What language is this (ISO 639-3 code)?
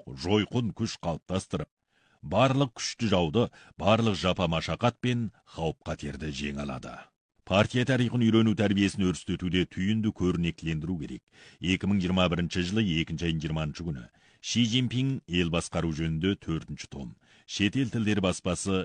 kaz